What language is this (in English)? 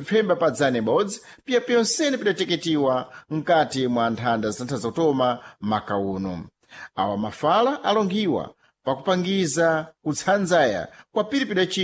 Sena